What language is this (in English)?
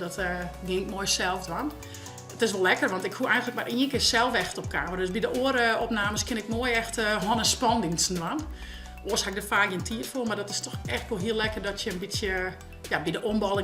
Western Frisian